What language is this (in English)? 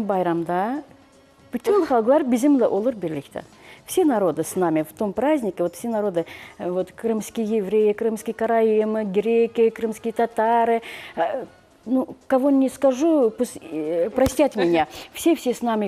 Crimean Tatar